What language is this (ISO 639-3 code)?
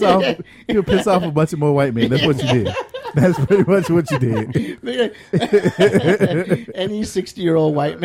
eng